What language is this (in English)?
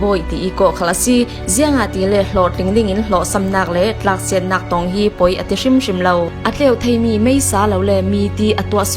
Falam Chin